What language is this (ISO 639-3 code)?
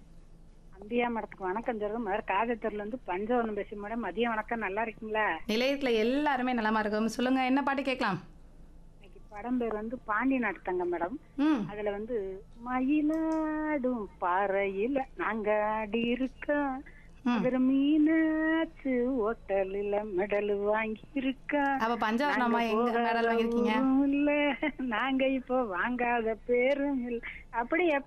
tam